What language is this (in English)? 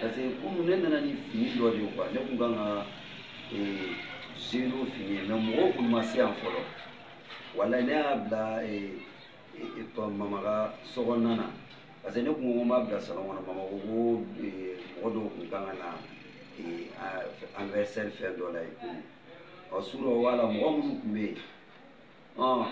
Bambara